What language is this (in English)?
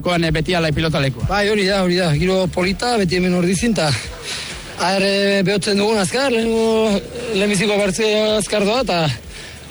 Basque